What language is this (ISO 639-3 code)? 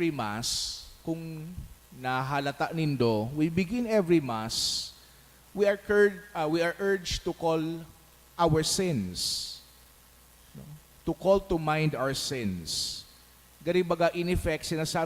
bik